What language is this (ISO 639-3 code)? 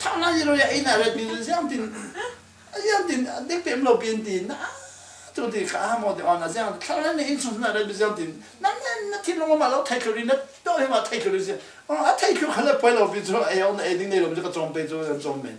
cfm